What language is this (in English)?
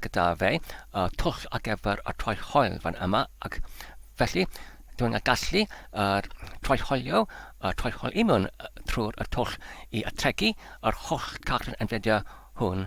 Welsh